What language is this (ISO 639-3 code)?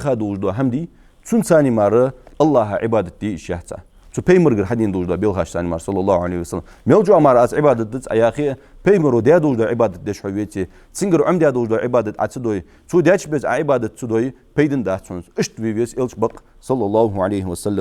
inh